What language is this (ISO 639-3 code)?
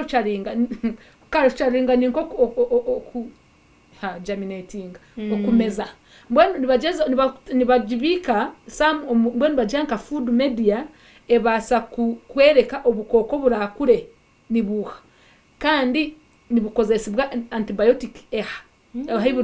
nyn